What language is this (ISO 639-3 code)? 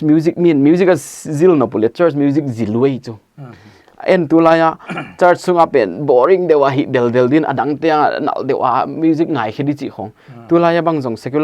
pck